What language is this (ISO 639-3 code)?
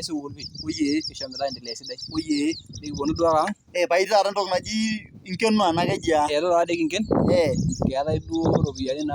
mas